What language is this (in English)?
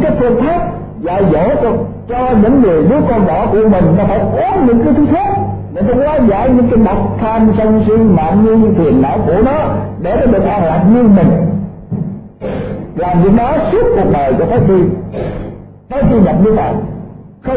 Vietnamese